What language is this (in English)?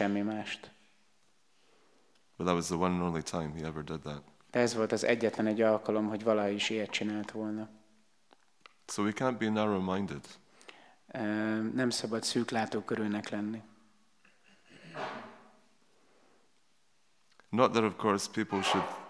Hungarian